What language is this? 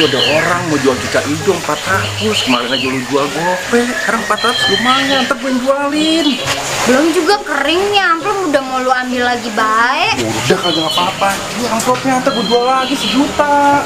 Betawi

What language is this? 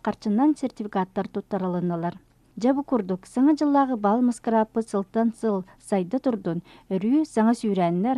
Yakut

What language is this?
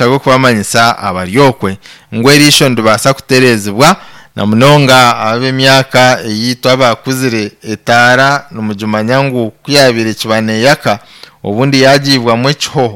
Nyankole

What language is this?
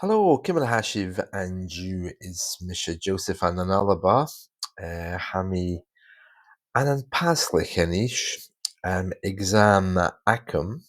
Scottish Gaelic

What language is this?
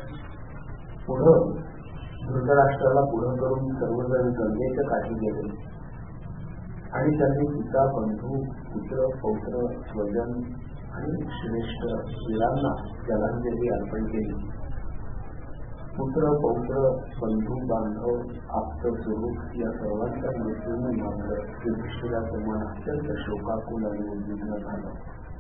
Marathi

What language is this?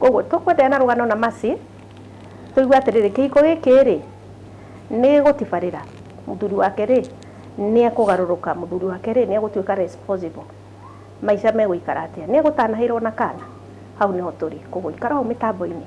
Kikuyu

